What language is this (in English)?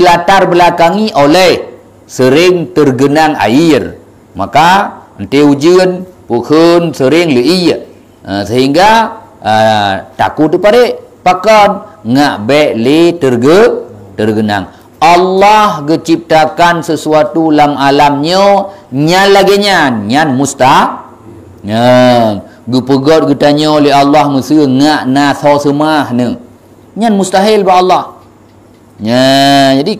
Achinese